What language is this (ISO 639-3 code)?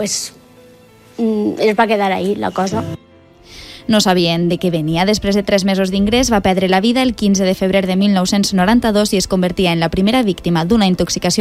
cat